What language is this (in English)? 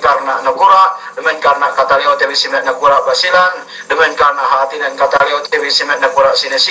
Yakan